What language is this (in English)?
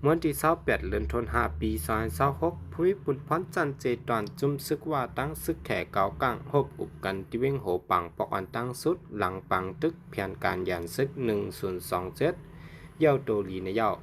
Shan